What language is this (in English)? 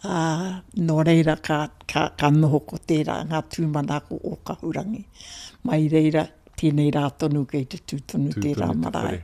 Māori